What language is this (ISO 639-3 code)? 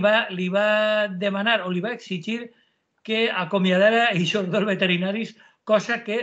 cat